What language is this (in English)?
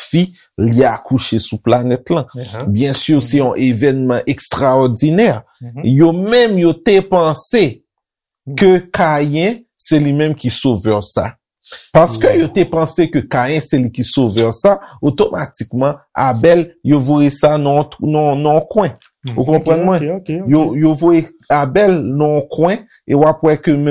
Haitian Creole